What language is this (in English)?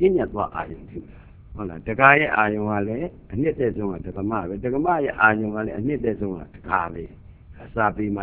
Burmese